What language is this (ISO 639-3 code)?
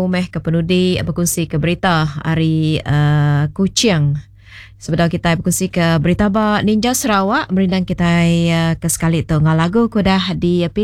iba